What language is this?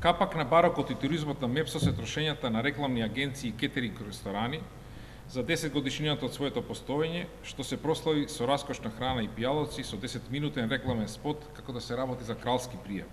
Macedonian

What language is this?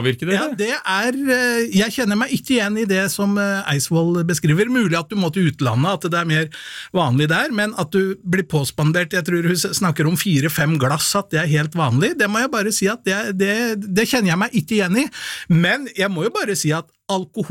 Norwegian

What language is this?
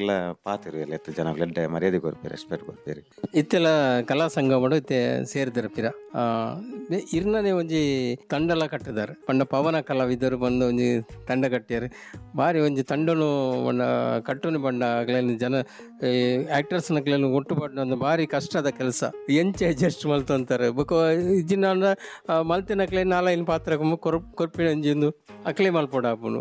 Tulu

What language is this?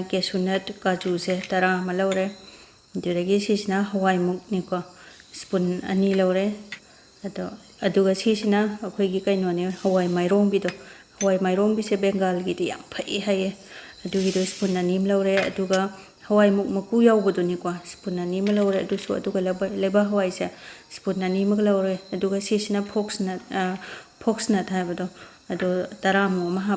Manipuri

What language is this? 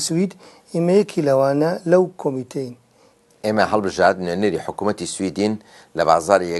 Kurdish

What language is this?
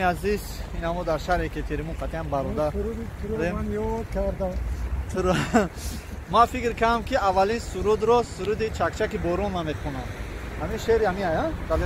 Tajik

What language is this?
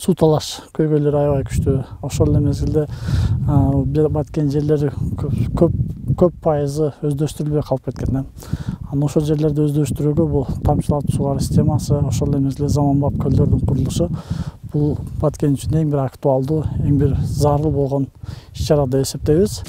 Kyrgyz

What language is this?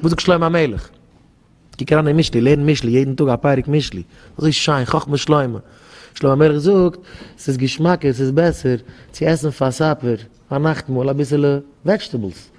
Yiddish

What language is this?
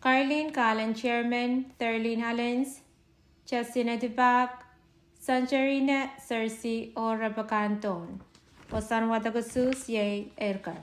Pohnpeian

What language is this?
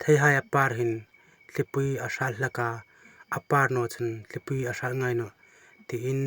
Hmar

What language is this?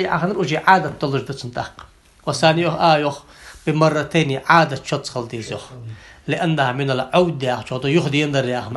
Ingush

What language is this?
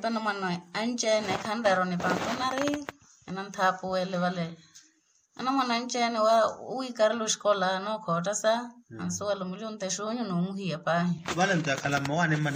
Makhuwa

